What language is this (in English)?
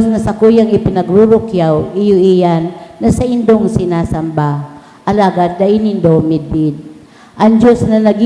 Bikol